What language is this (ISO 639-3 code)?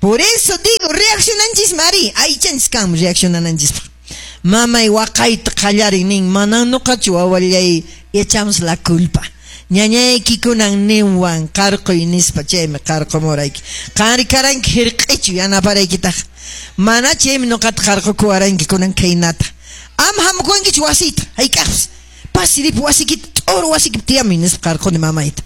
que